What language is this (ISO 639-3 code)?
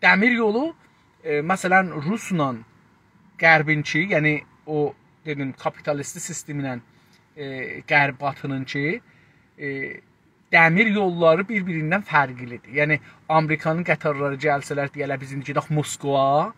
azb